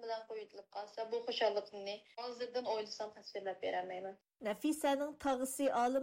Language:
Uyghur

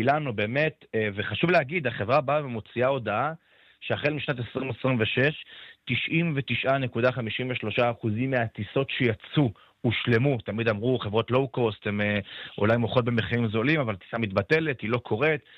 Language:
Hebrew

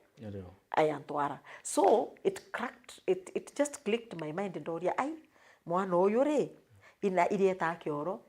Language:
Meru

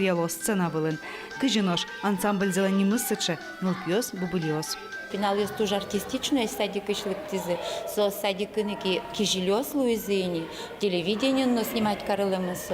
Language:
Udmurt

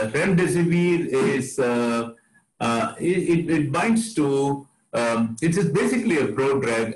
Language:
English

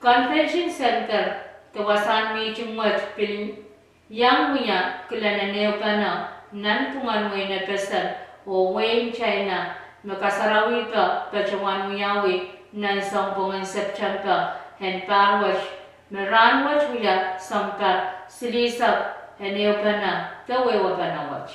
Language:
Pohnpeian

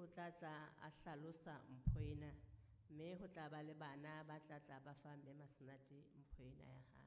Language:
Southern Sotho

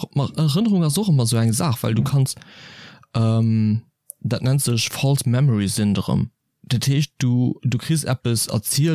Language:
Luxembourgish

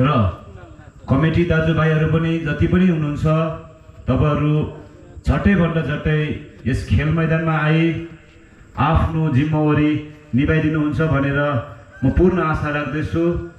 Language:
Nepali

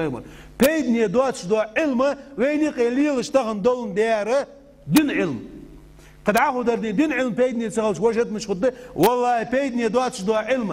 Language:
Ingush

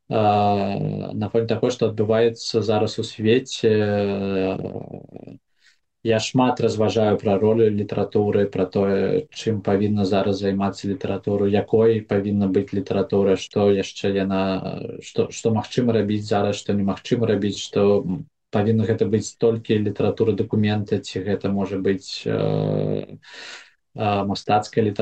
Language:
Belarusian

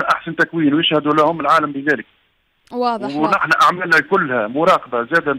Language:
Tunisian Arabic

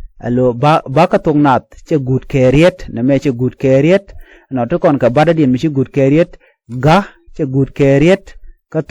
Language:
Nuer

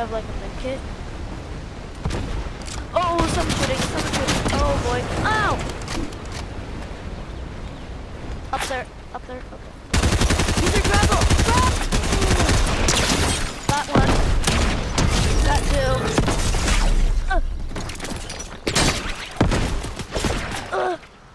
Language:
English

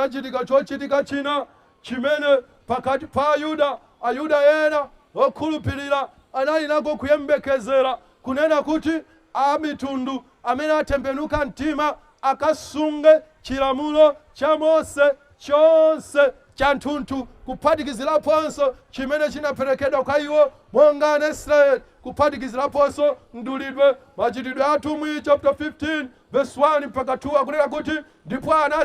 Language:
Nyanja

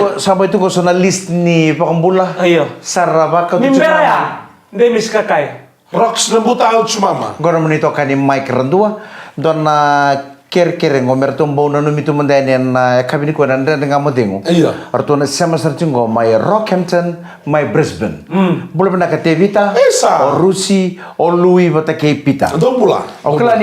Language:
Fijian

